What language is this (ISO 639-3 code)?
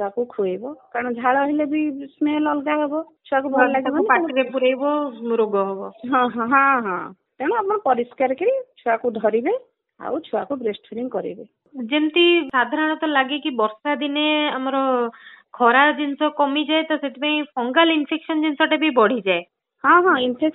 ori